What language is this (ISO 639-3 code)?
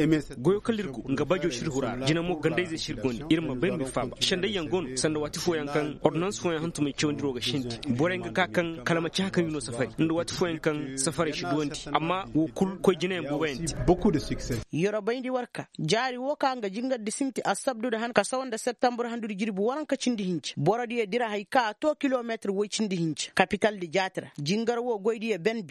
ses